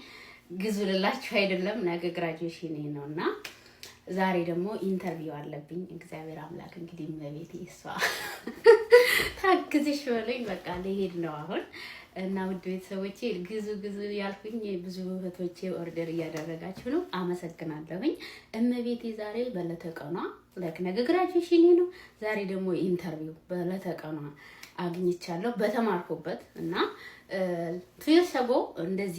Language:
Amharic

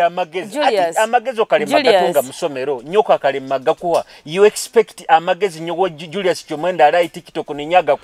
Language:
Nyoro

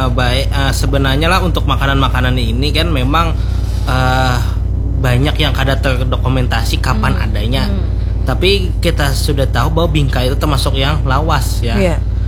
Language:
Indonesian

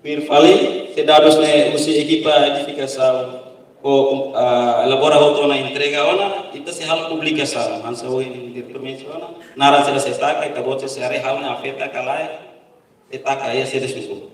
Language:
Tetum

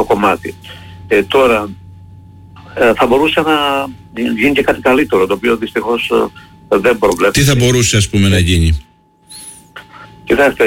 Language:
Greek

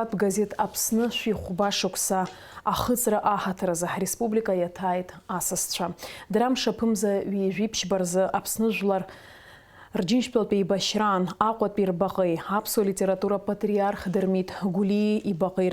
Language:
Abkhazian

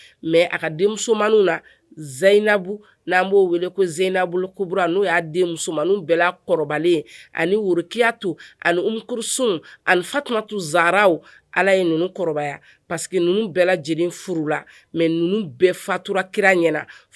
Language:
Bambara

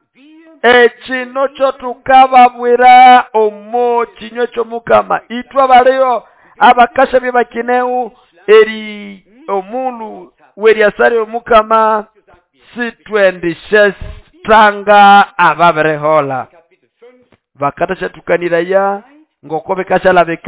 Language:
Nande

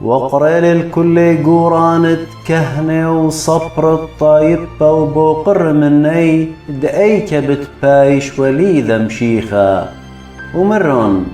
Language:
Assyrian Neo-Aramaic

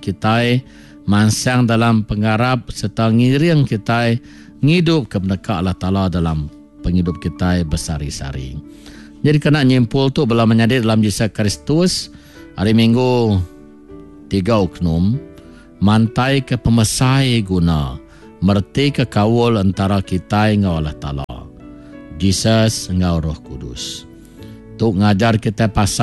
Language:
Iban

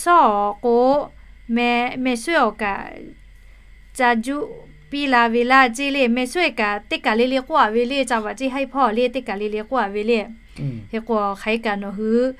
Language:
Lahu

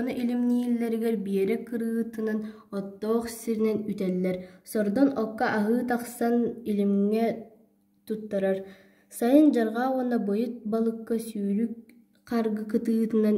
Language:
Yakut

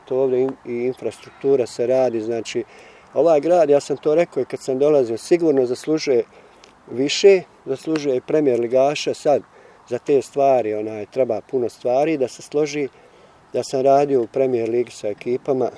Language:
Bosnian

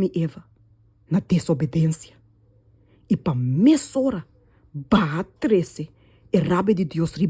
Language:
Papiamento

